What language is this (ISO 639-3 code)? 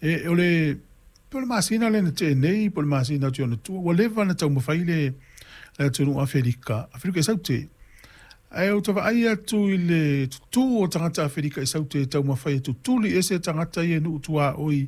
smo